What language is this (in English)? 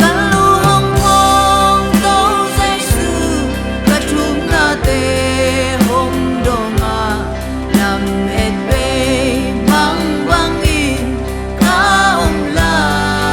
Tedim Chin